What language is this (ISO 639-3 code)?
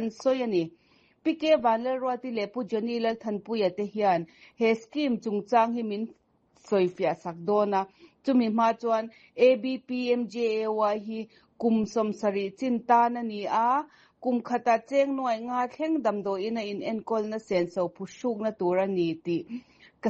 lus